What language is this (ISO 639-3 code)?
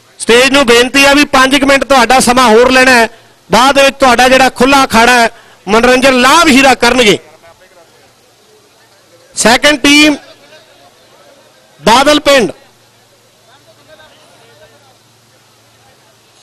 pan